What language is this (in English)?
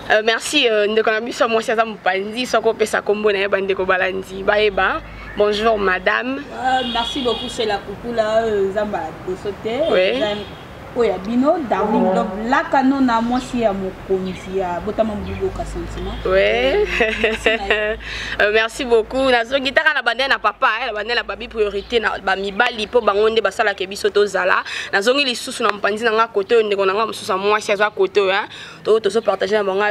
Lingala